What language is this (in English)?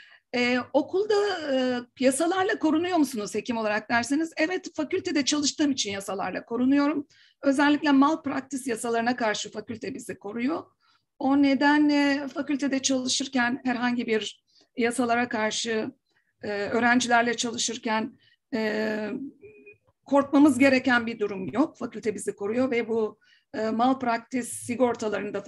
Turkish